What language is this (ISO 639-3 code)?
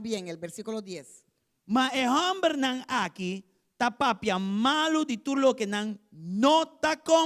pap